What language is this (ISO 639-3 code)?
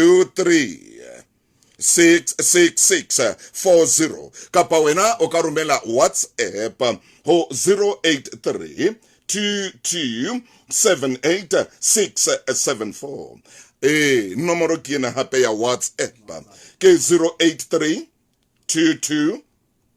sot